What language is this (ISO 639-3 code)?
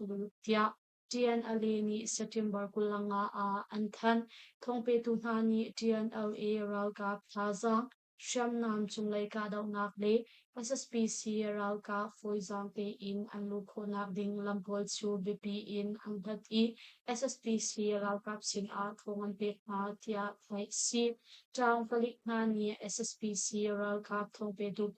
cnh